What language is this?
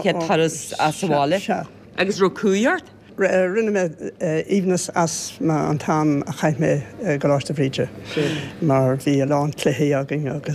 Irish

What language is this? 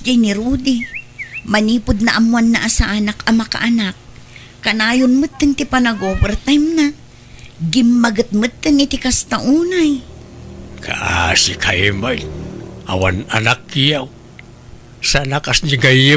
Iloko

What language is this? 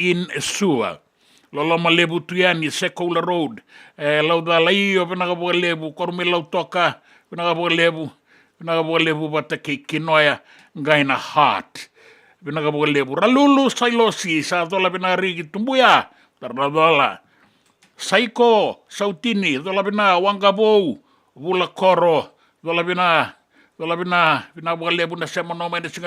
Fijian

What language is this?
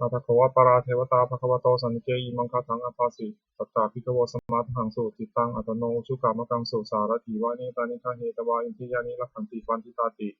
Pali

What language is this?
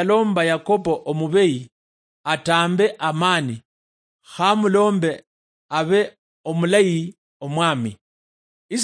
Luyia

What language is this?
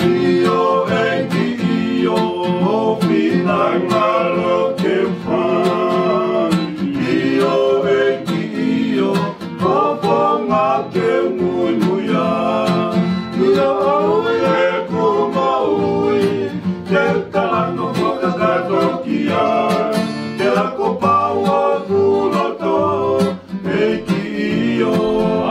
Tongan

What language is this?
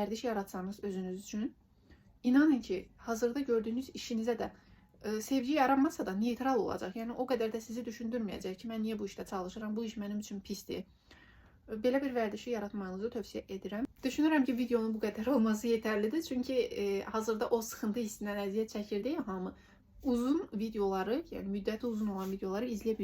Azerbaijani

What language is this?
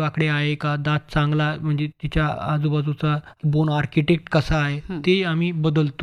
Marathi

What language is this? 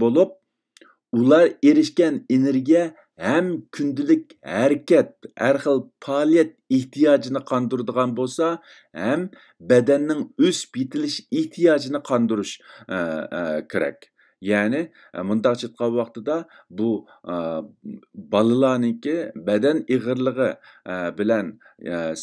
Uyghur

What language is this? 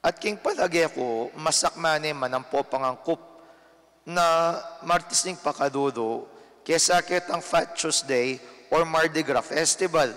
Pampanga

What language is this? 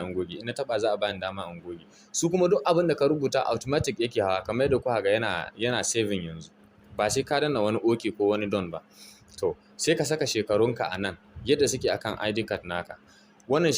Hausa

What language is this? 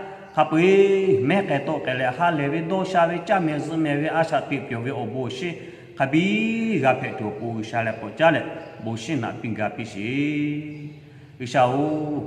Lahu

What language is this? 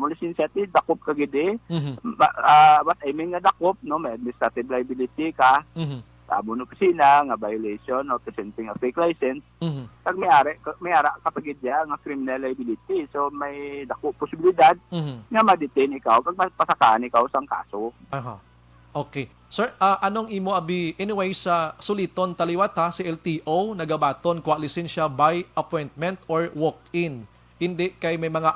Hiligaynon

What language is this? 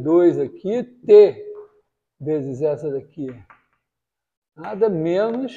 Portuguese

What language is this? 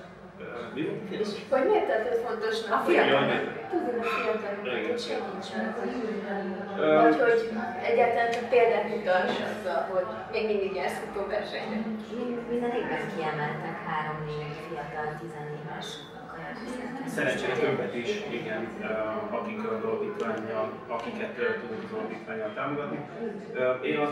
Hungarian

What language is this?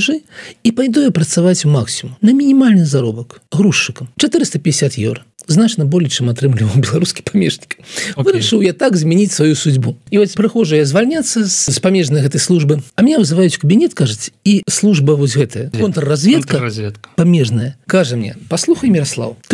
Belarusian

